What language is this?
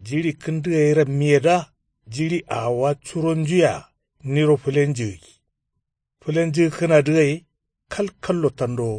Kanuri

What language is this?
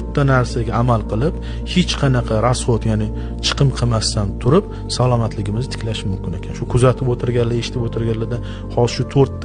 Uzbek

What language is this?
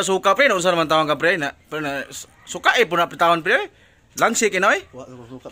Cebuano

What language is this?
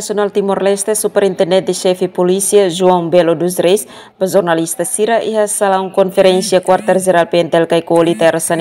Tetum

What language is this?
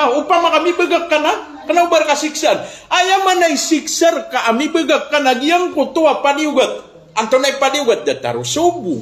Maranao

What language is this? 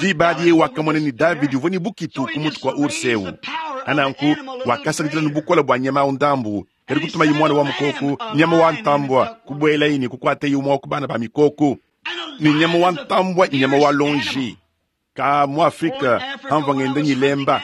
Luba-Lulua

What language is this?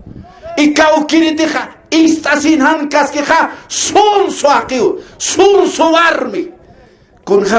Aymara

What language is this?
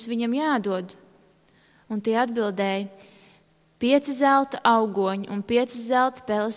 Latvian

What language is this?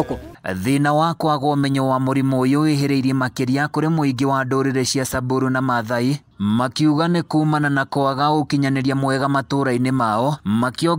Kikuyu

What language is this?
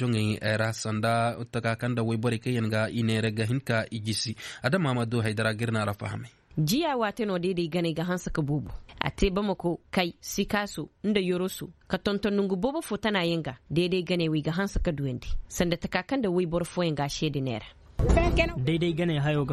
Koyraboro Senni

